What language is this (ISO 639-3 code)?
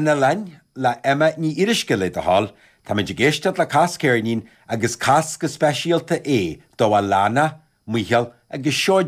gle